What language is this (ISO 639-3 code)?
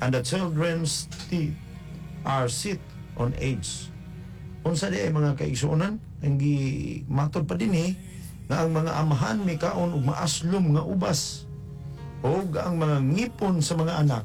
ceb